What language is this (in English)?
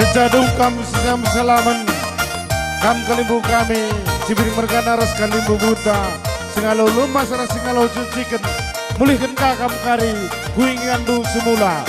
Batak Karo